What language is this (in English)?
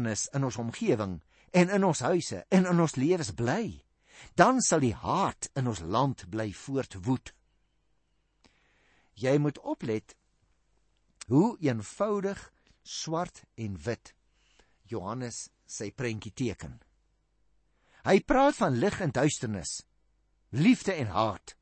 Afrikaans